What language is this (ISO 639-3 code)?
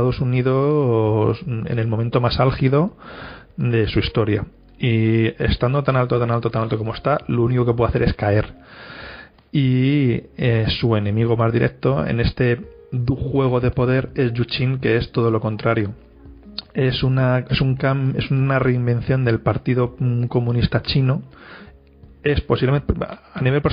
spa